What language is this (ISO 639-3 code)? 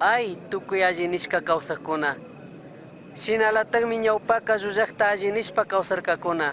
qug